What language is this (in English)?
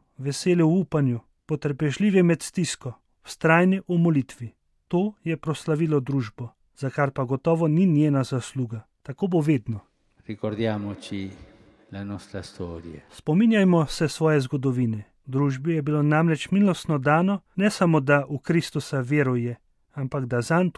Slovenian